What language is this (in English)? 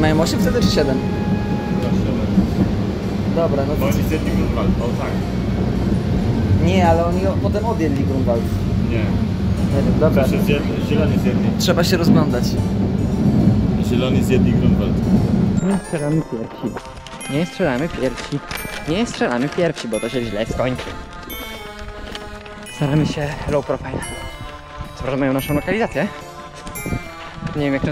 Polish